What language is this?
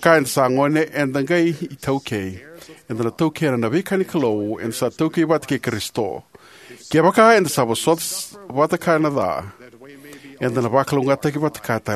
Fijian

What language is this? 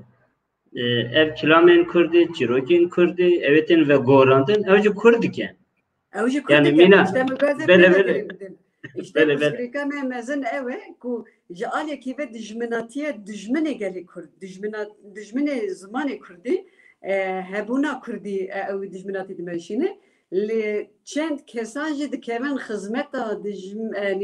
Kurdish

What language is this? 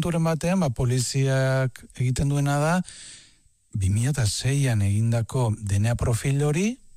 Basque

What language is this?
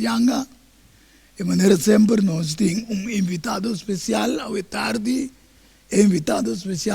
Papiamento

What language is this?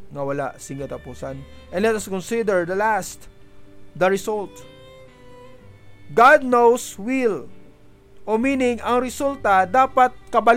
Hiligaynon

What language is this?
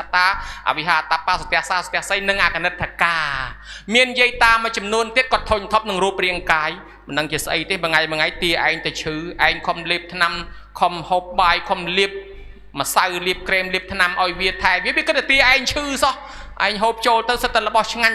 Khmer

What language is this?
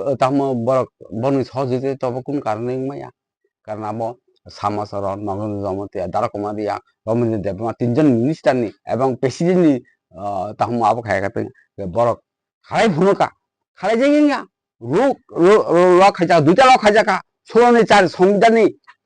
Kok Borok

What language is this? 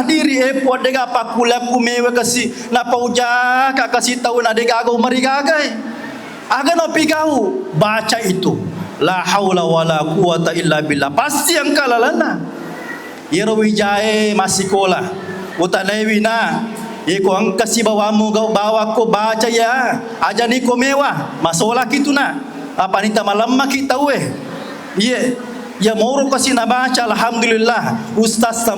Buginese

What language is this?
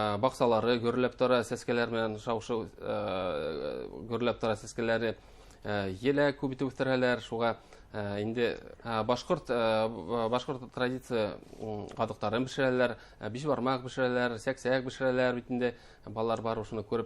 Bashkir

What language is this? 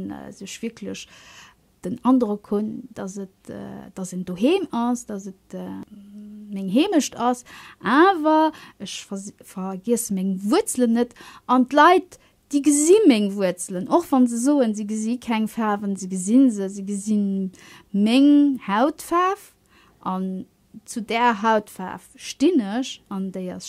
Luxembourgish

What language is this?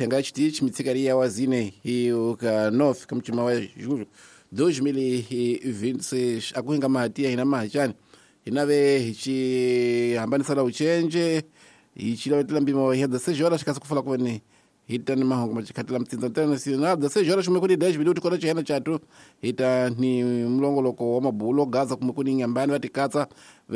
Tsonga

